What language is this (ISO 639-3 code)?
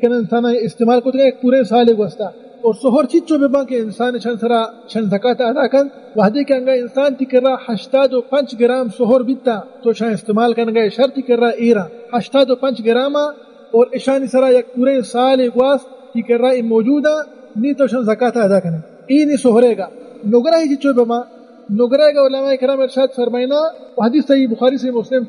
bal